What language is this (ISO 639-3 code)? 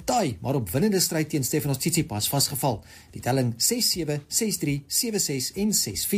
afr